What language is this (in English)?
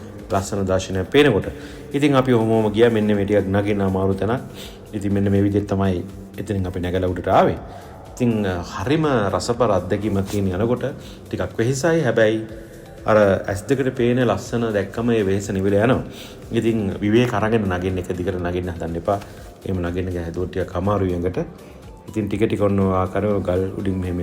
Sinhala